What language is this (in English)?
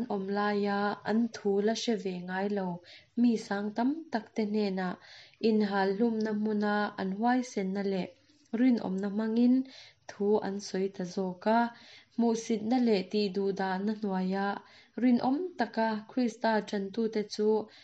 Mizo